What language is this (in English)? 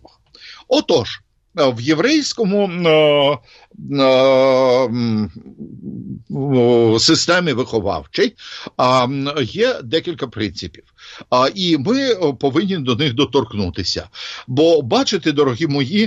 Ukrainian